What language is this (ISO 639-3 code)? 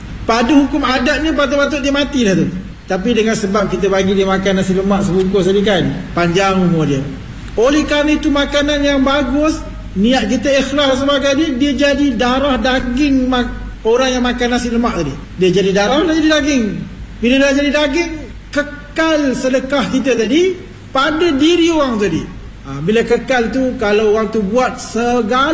msa